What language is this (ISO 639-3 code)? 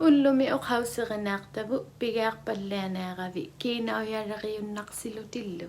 iku